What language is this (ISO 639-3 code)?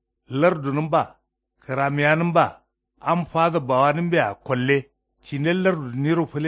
kau